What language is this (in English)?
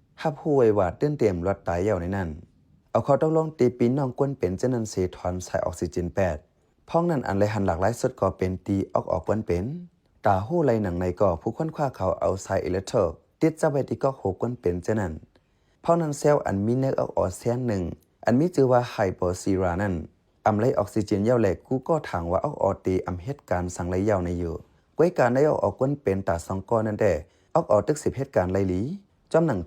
Shan